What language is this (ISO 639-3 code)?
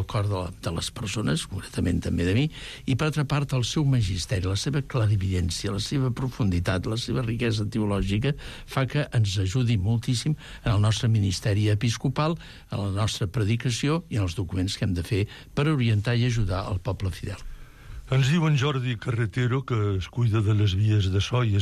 cat